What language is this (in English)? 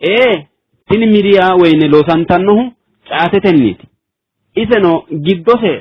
Sidamo